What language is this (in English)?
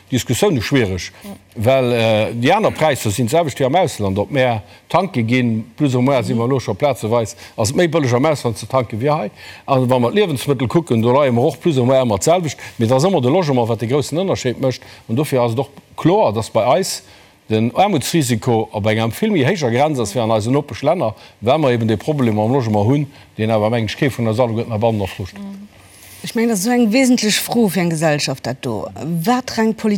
Luxembourgish